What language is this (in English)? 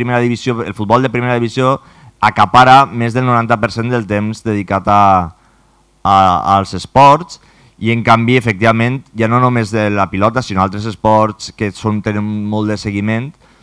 Catalan